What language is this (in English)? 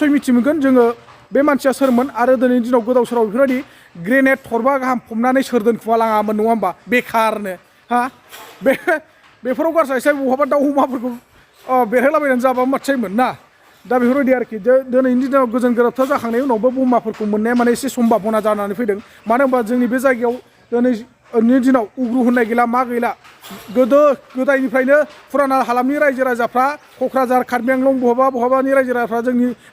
Bodo